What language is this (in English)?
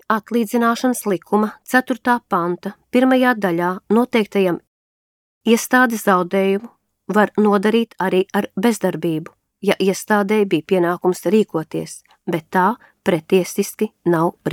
Latvian